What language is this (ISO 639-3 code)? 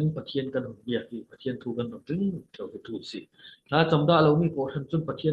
cfm